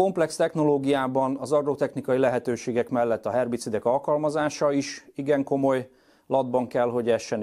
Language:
Hungarian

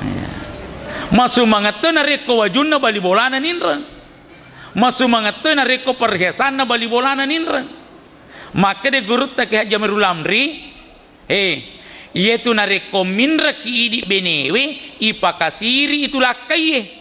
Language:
Buginese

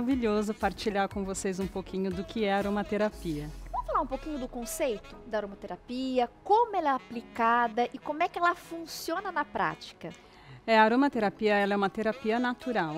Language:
Portuguese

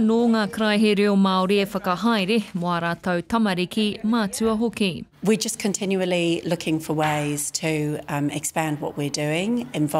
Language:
Māori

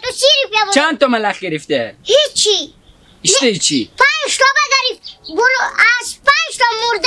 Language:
Hazaragi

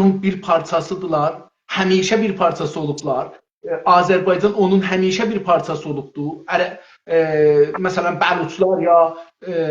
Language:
South Azerbaijani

